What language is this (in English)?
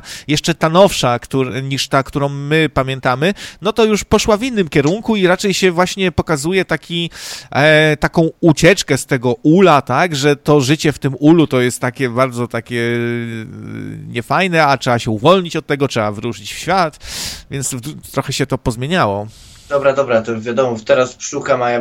Polish